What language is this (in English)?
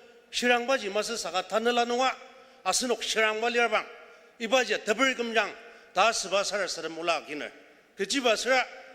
Ao Naga